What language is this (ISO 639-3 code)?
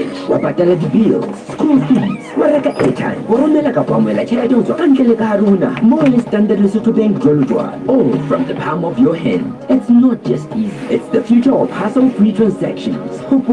sot